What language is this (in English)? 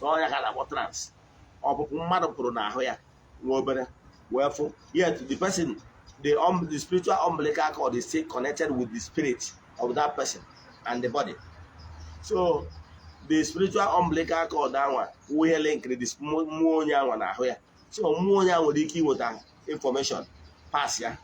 Igbo